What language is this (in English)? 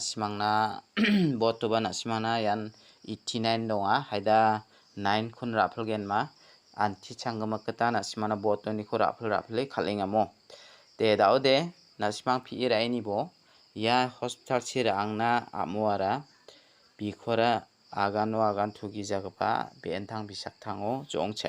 Garo